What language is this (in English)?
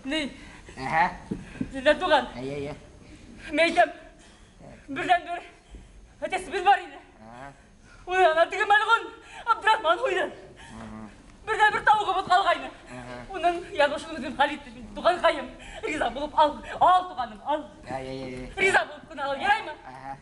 Bashkir